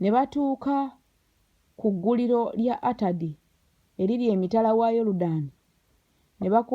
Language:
Ganda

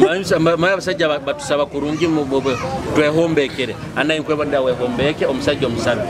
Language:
Nyoro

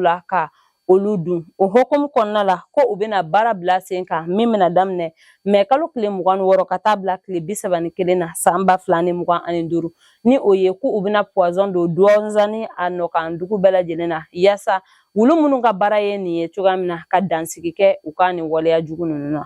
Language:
Bambara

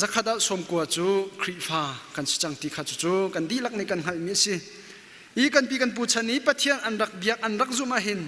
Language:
Hakha Chin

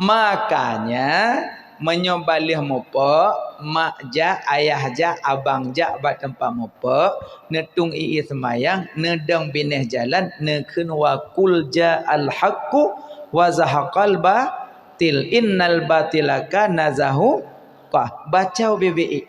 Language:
Achinese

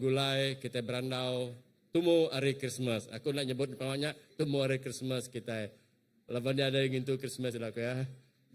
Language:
Iban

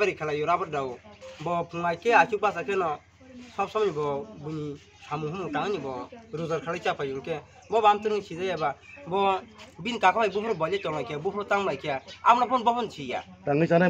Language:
Kok Borok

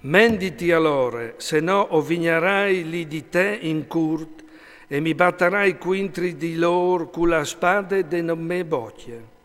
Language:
Friulian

